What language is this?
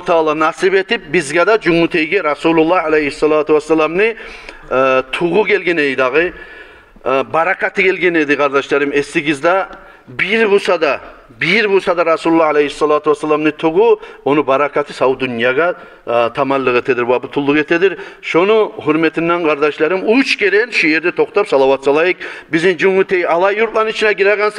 Kumyk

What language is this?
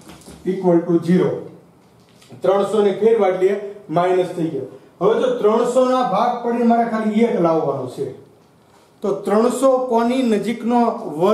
Gujarati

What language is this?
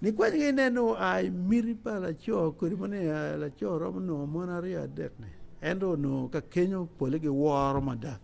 Acoli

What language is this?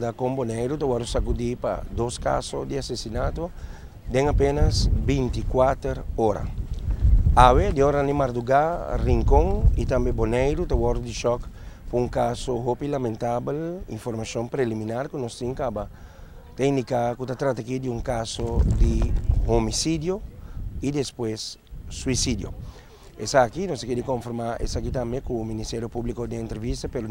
Papiamento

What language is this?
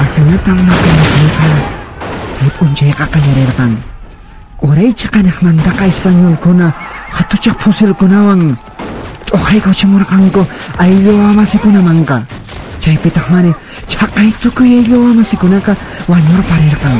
Quechua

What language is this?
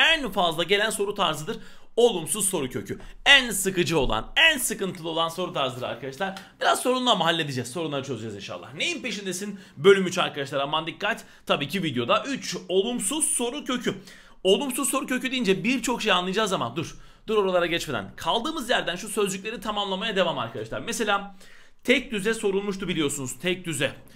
Turkish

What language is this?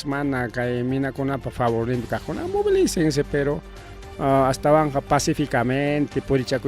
Ayacucho Quechua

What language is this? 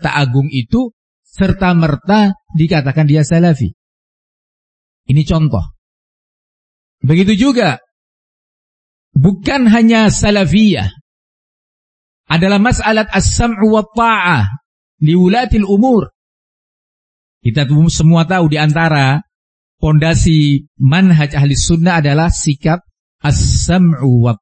Indonesian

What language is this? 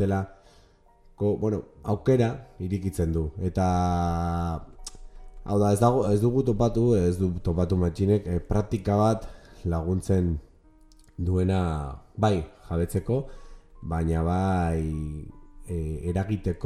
Basque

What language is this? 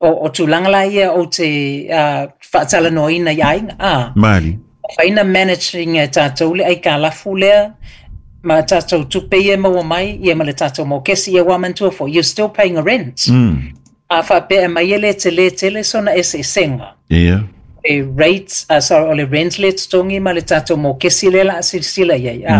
Samoan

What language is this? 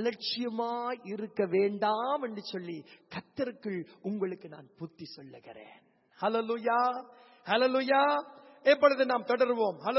Tamil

